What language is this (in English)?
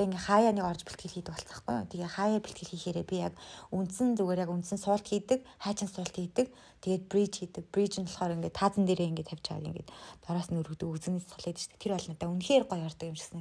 Mongolian